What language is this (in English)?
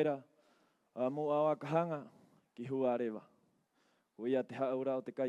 Rapanui